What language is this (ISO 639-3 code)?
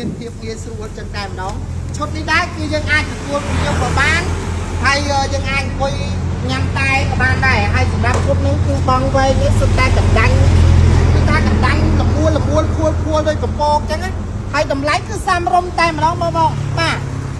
khm